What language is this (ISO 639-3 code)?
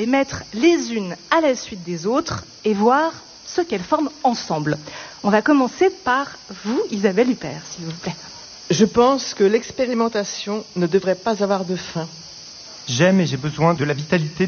fra